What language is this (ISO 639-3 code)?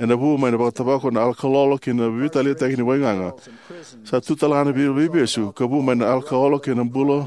fij